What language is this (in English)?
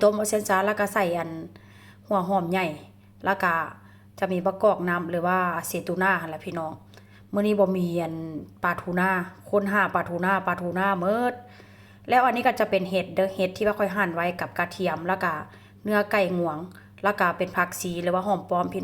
Lao